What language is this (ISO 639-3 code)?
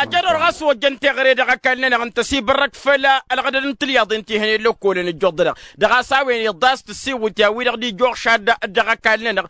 taq